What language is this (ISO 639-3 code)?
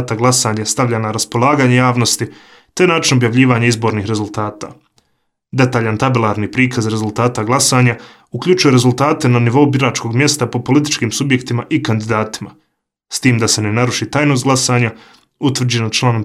hrv